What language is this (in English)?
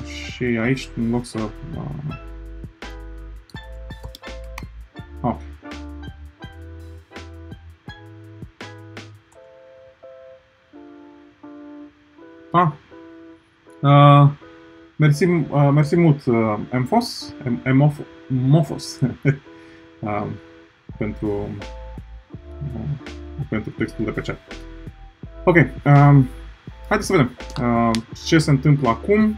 Romanian